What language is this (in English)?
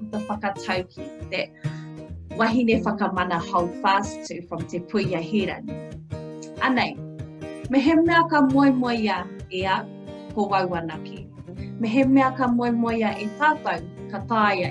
Māori